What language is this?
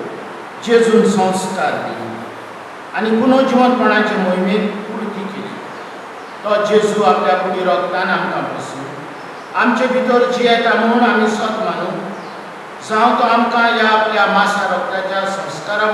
Konkani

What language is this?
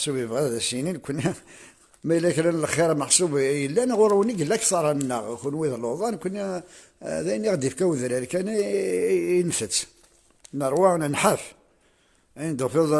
Kabyle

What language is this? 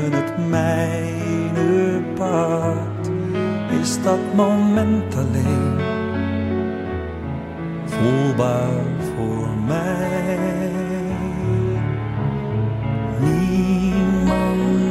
Dutch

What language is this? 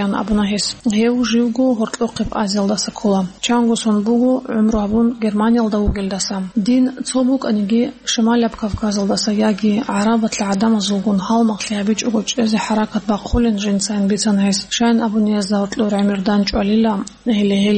Avaric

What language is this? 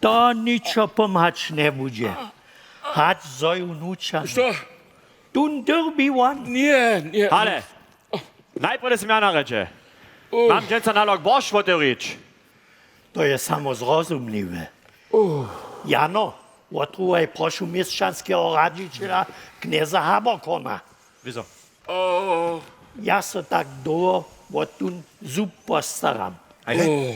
Upper Sorbian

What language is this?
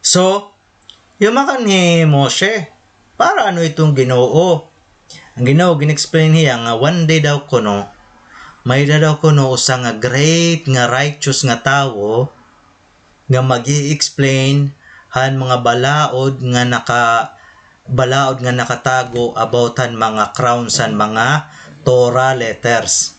Waray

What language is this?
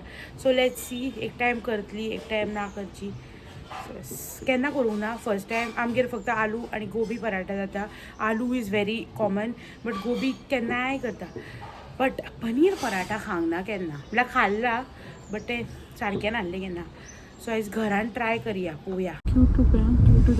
Konkani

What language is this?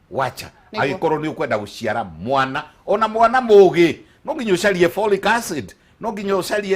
Kikuyu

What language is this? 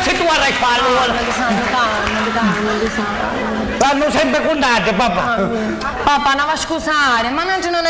Sicilian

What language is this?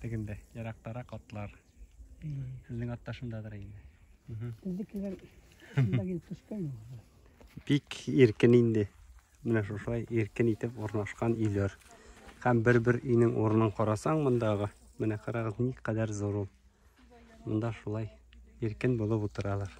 Tatar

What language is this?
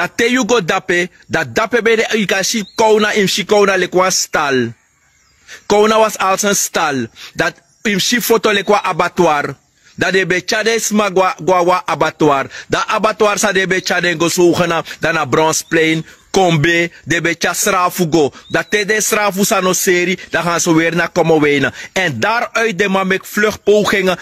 Sranan Tongo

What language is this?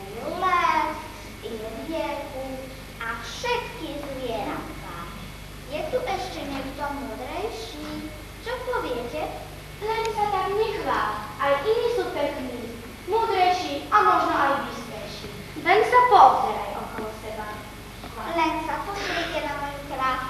Slovak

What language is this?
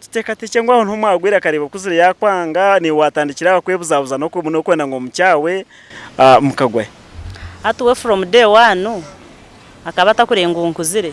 Nyankole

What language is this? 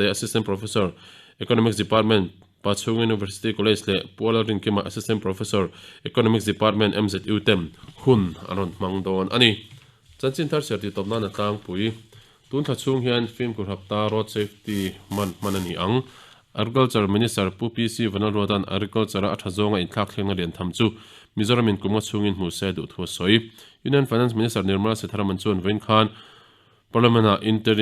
Mizo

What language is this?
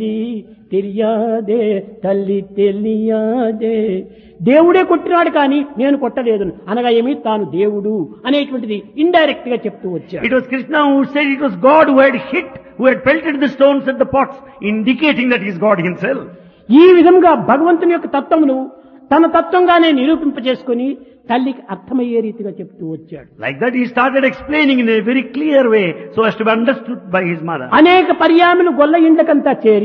Telugu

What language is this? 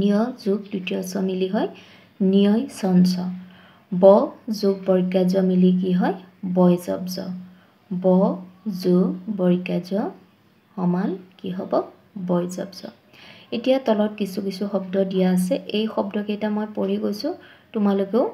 Assamese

